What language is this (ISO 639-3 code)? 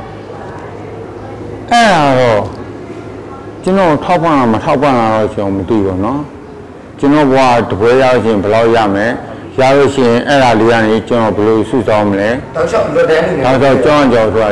mya